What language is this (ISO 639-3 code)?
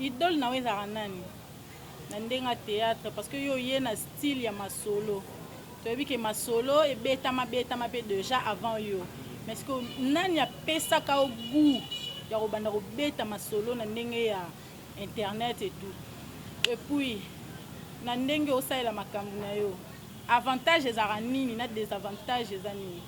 lin